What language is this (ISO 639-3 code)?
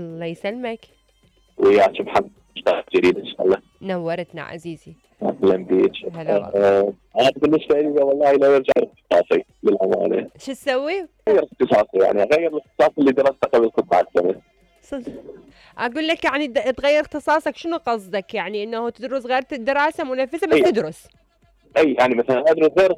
acm